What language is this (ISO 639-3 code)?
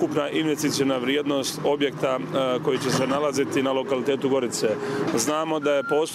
hrv